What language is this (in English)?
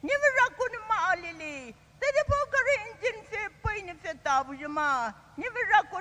Poumei Naga